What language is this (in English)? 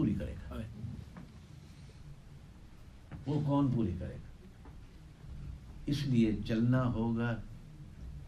Urdu